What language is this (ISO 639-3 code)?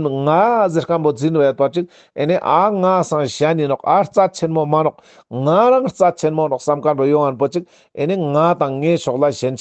lbj